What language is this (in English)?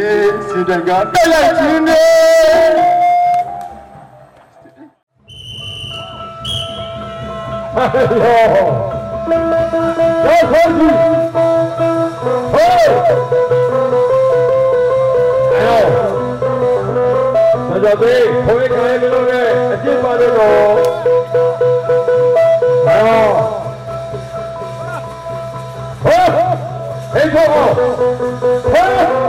Burmese